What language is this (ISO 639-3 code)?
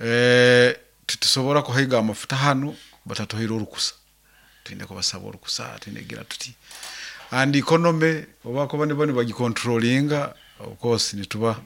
nyo